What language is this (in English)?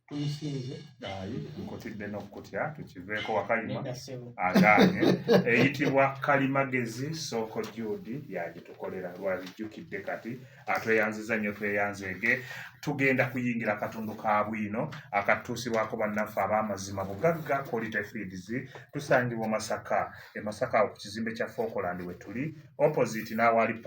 Ganda